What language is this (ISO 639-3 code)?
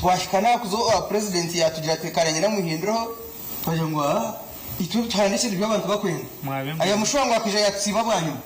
nyn